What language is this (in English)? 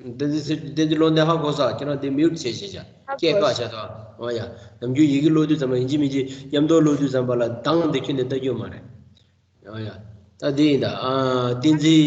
Tibetan